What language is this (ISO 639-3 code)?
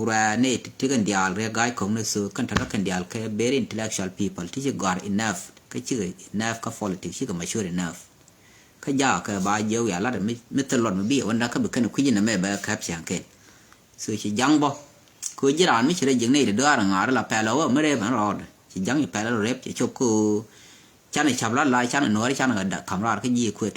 nus